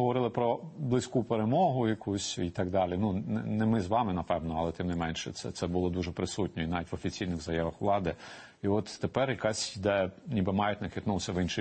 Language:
Ukrainian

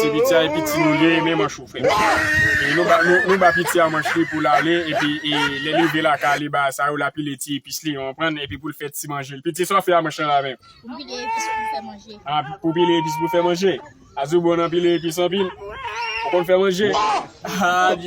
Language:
Haitian Creole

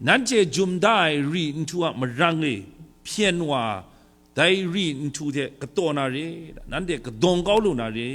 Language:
Kachin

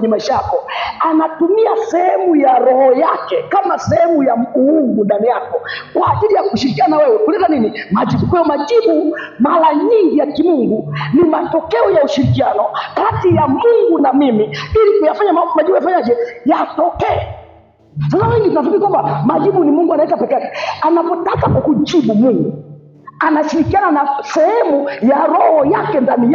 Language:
Swahili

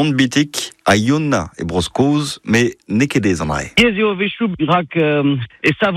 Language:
Breton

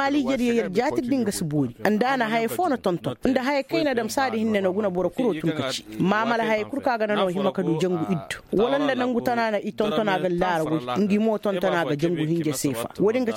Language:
Koyraboro Senni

